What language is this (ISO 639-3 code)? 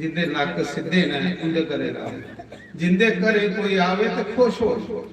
doi